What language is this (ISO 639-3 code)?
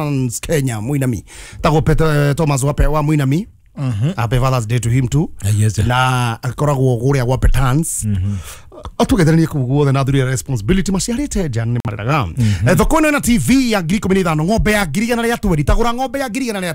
kik